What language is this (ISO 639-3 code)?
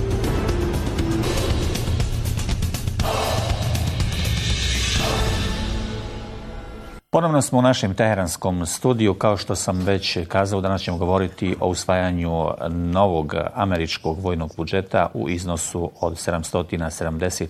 bos